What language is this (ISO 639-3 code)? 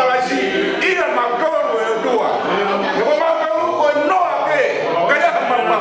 ton